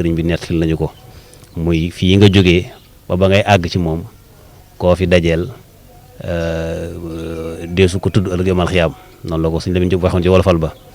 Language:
Wolof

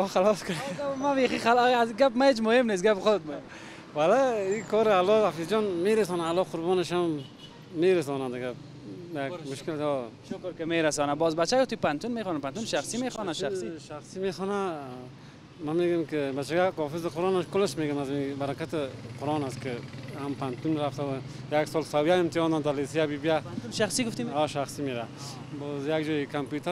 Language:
Persian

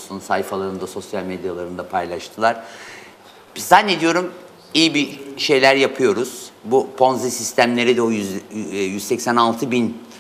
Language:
Turkish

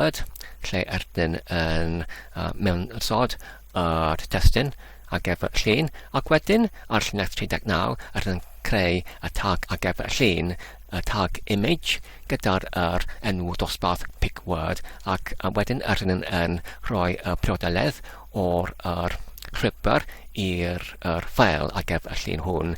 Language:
Welsh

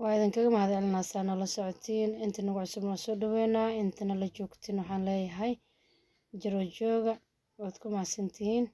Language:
Somali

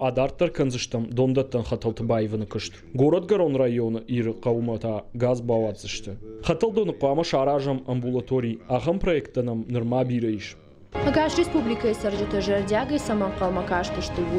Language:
Ossetic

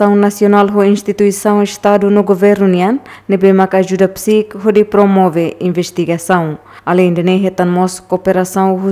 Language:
Tetum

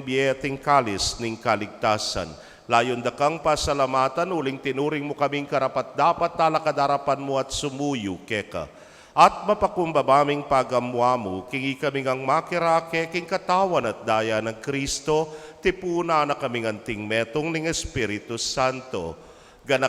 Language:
Pampanga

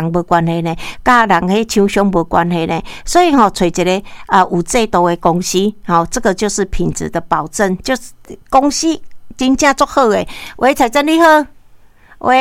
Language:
Min Nan Chinese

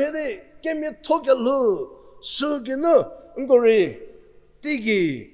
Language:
Angami Naga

